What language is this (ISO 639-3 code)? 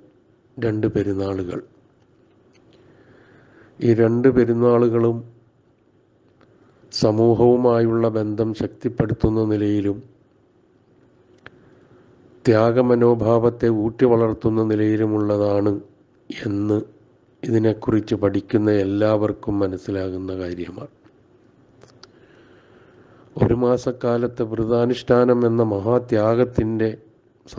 mal